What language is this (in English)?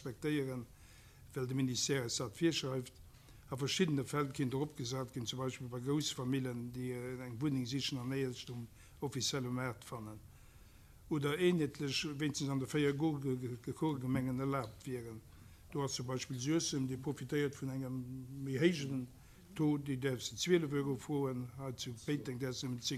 Luxembourgish